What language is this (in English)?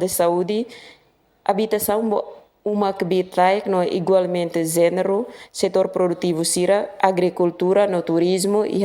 Tetum